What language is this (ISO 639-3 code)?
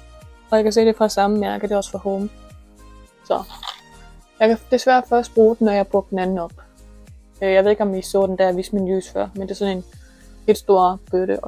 dan